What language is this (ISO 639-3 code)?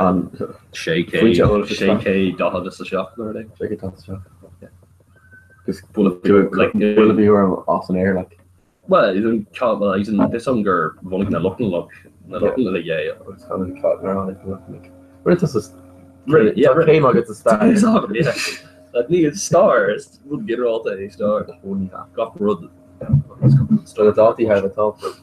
gle